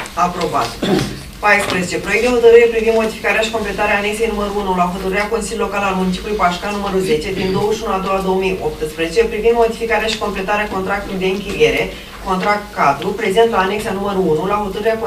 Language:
Romanian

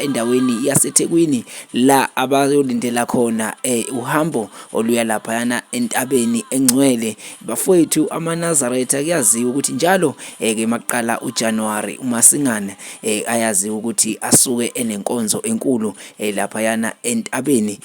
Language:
Zulu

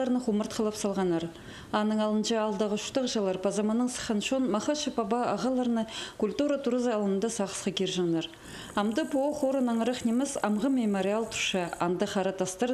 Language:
Khakas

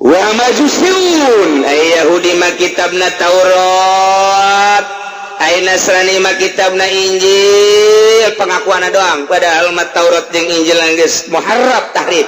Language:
Sundanese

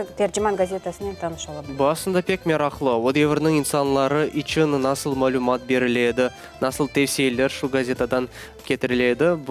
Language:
Crimean Tatar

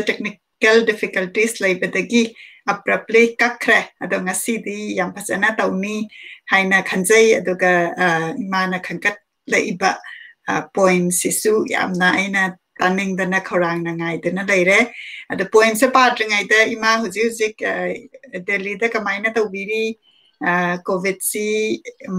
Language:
Manipuri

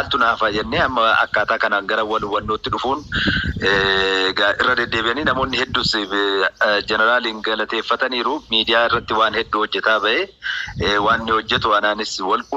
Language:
Oromo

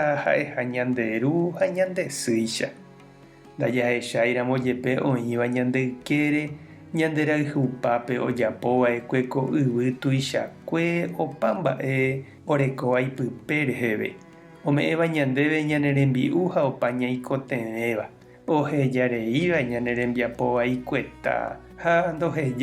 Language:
Guarani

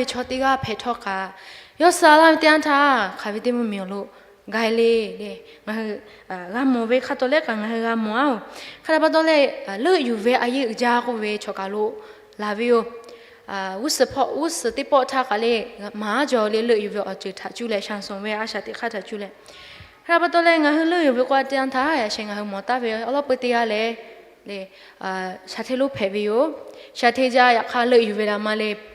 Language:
Lahu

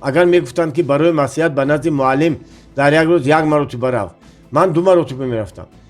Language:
Tajik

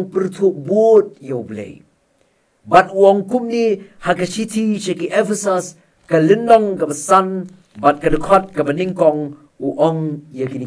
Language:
Khasi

